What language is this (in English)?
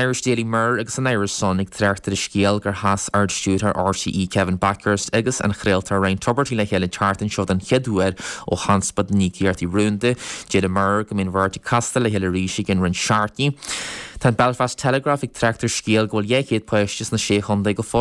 Irish